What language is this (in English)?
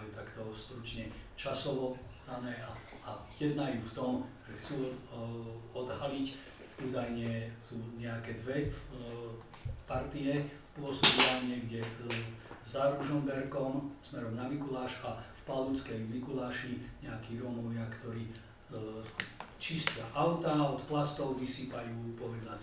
Slovak